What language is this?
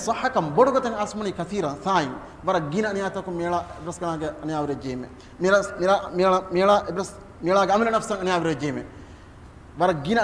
Divehi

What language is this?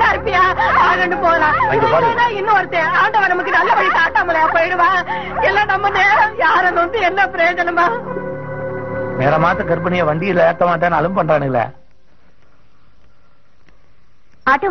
Tamil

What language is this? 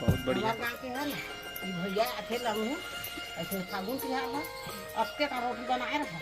Chhattisgarhi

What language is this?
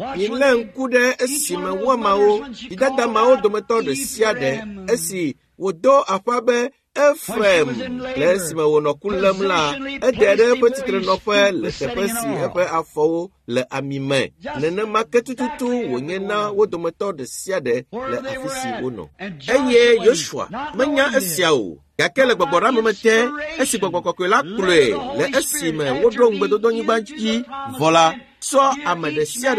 Ewe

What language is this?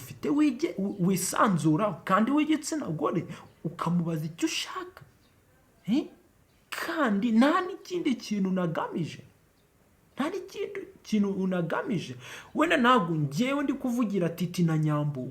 Kinyarwanda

